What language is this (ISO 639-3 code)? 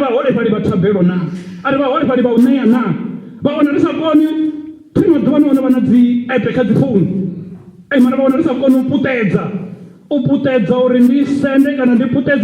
ven